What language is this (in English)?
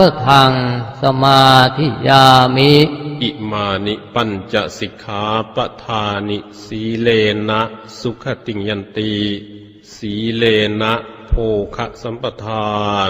Pali